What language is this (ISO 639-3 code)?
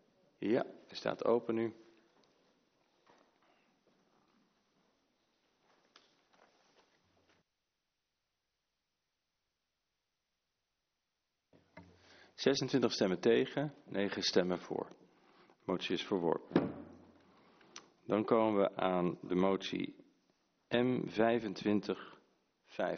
nld